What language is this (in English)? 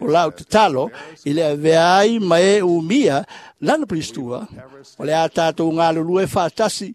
Samoan